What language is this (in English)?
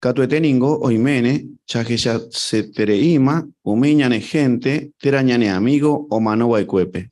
Guarani